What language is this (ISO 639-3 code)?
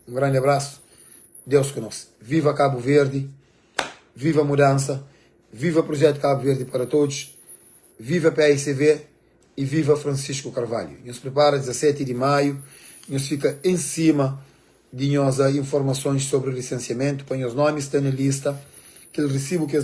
kea